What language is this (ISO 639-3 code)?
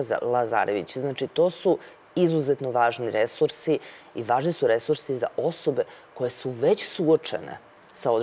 srp